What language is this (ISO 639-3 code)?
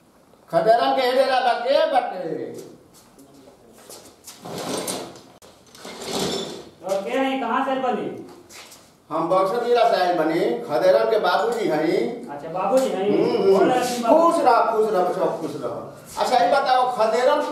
bho